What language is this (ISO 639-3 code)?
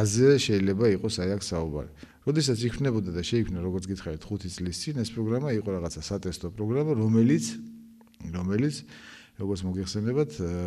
kat